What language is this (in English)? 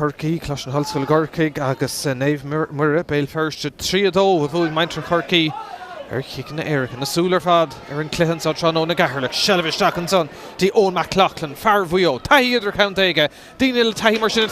Irish